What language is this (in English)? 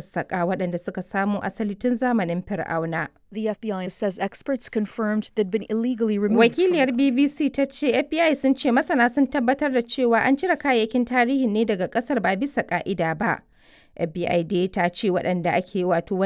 Hausa